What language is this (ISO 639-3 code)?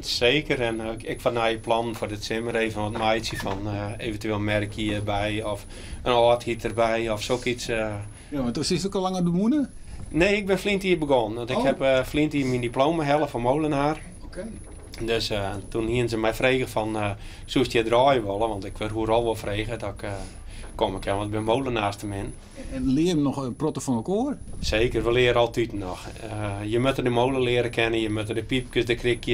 fry